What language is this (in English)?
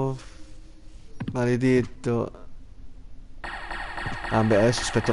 Italian